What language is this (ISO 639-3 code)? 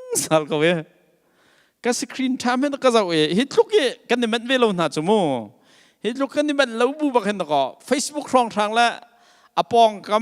cnh